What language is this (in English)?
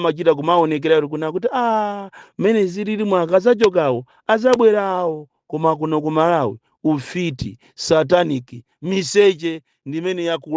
Nyanja